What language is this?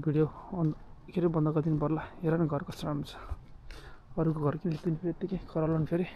Nepali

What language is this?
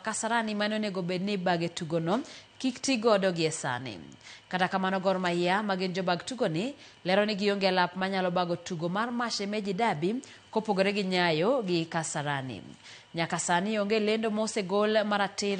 Luo (Kenya and Tanzania)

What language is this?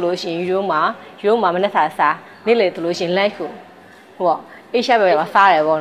Burmese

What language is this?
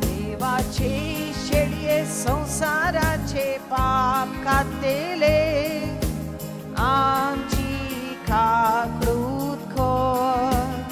Konkani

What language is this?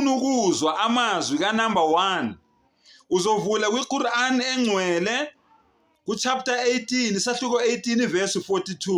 Zulu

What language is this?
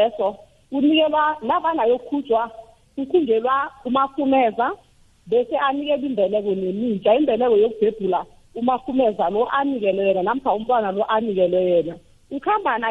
South Ndebele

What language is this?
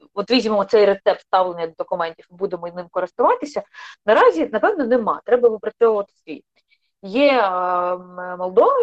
Ukrainian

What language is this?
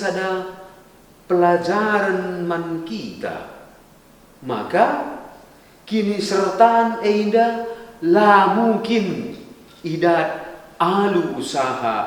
Batak Karo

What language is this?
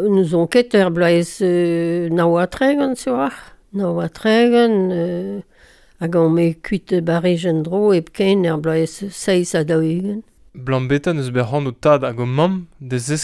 Breton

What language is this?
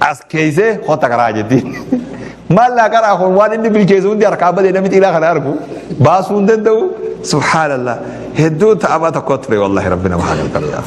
Oromo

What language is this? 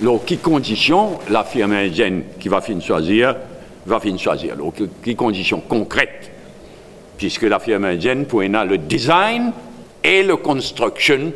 Morisyen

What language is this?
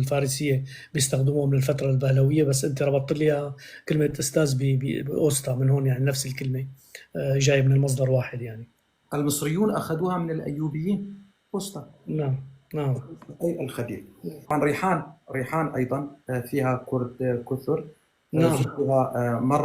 North Levantine Arabic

